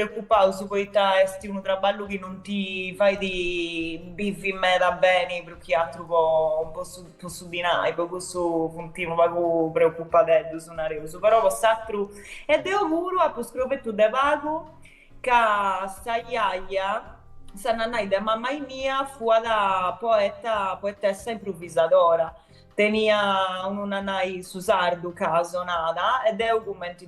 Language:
Sardinian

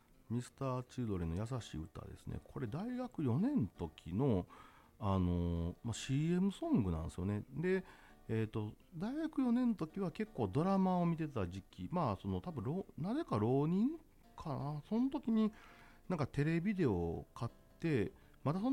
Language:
Japanese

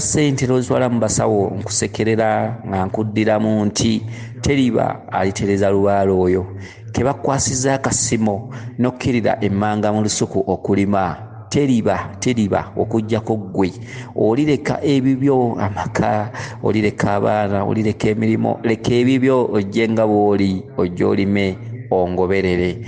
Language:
Ganda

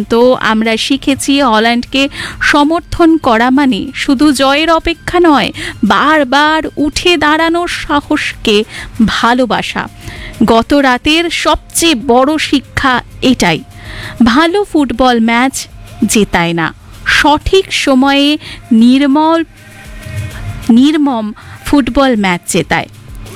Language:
Bangla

